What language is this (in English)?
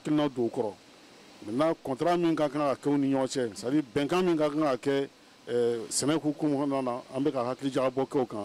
Bambara